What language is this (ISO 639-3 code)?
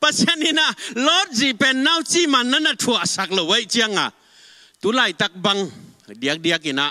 ctd